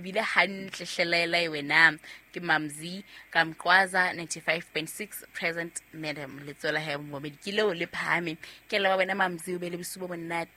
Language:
Southern Sotho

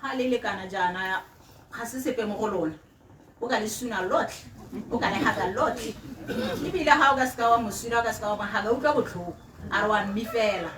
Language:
Tswana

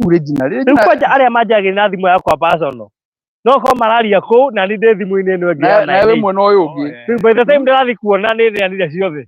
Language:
Kikuyu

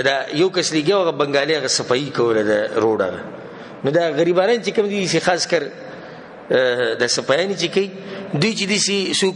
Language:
Pashto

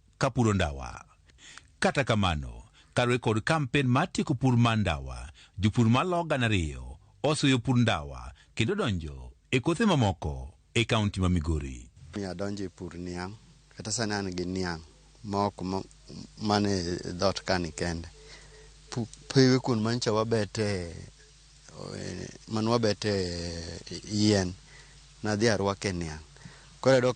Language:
Luo (Kenya and Tanzania)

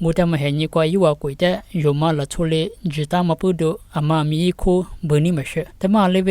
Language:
Lisu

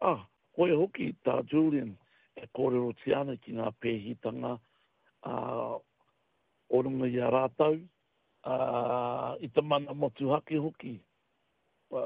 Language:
Māori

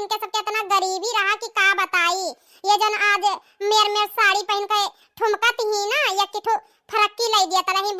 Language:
Awadhi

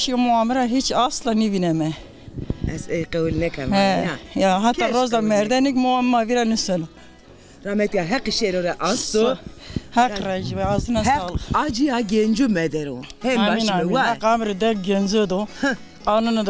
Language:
Zaza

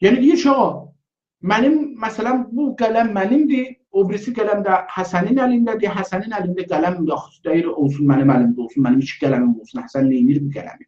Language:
South Azerbaijani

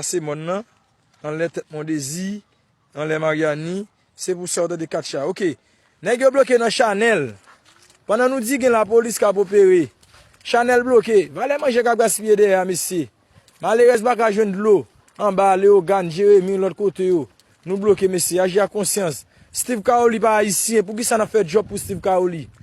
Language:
Haitian Creole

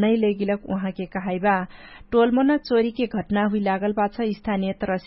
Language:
Dangaura Tharu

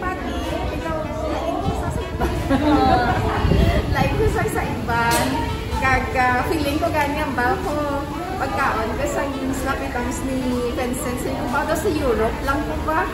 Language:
Hiligaynon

